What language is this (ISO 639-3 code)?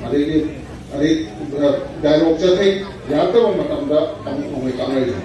mni